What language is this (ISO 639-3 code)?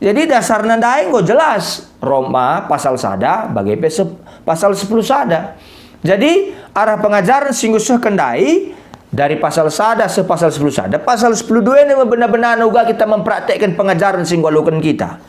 btx